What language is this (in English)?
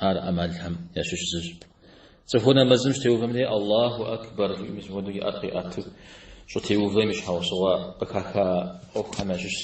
Kabardian